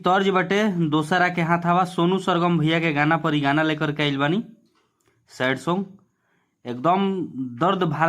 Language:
Bhojpuri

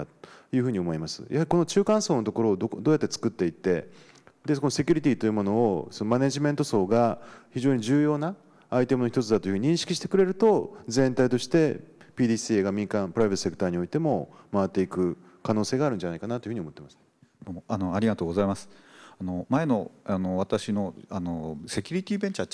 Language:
Japanese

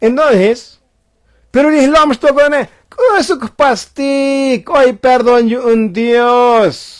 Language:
Tzotzil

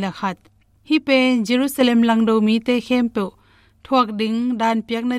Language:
Tedim Chin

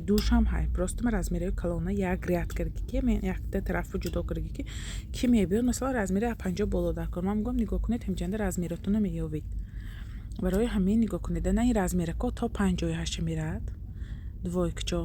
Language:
Tajik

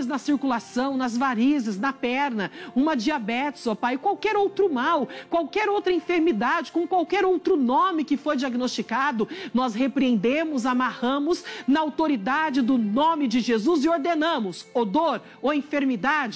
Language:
Portuguese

